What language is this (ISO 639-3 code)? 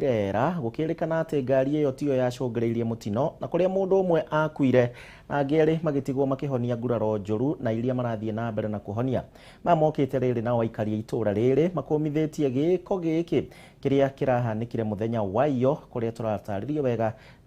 kik